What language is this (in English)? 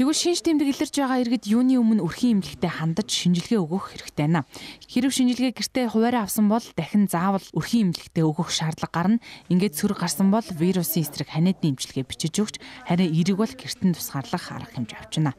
Mongolian